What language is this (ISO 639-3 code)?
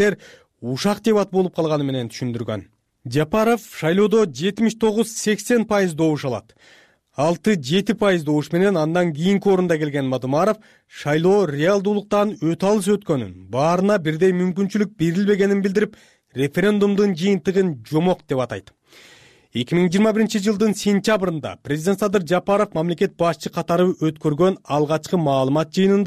kir